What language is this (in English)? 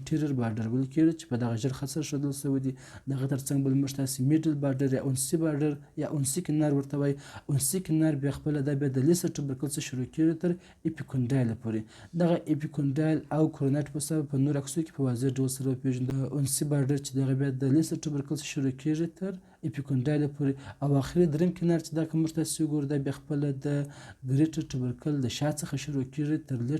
Pashto